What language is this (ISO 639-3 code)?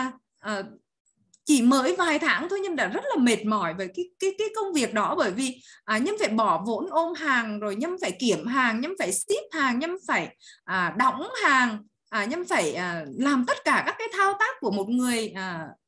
vie